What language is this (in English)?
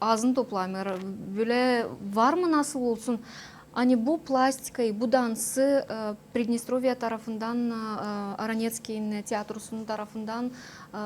Gagauz